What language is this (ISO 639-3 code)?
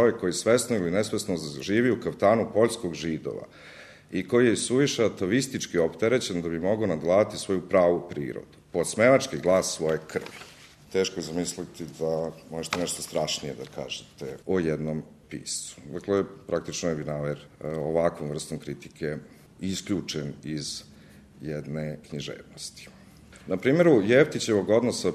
srp